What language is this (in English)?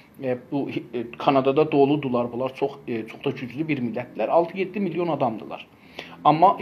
South Azerbaijani